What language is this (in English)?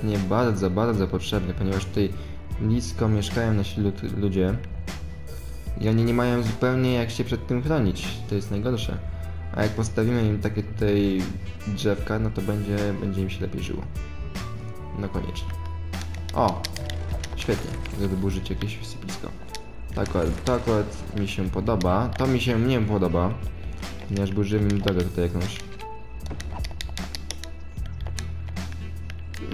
Polish